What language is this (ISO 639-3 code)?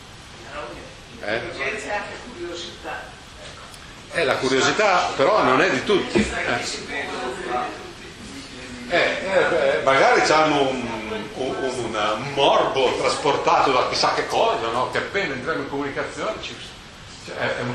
ita